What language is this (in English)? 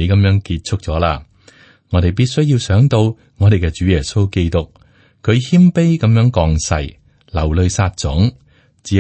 Cantonese